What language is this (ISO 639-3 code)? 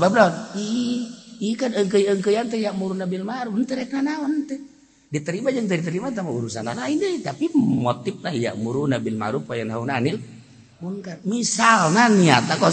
sun